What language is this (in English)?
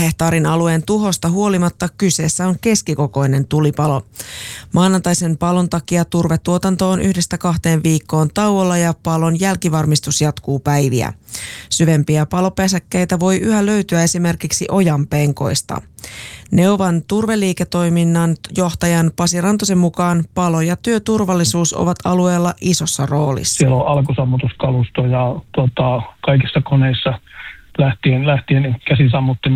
Finnish